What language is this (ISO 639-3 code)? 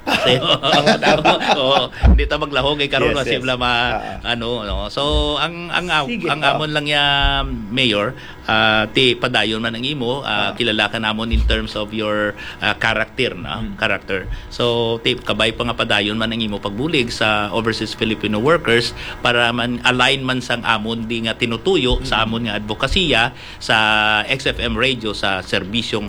hil